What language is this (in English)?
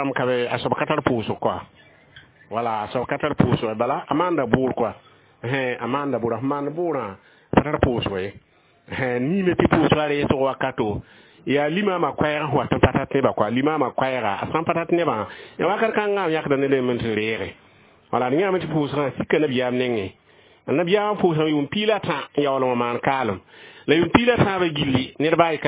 Mossi